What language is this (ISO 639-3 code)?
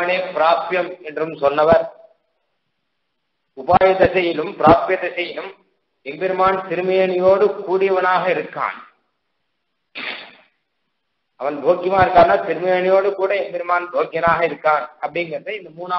tam